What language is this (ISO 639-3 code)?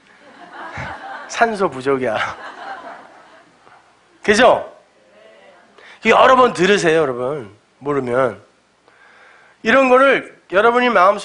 kor